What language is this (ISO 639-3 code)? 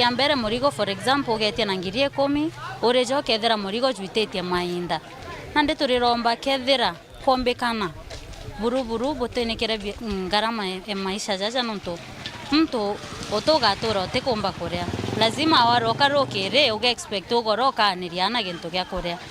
mer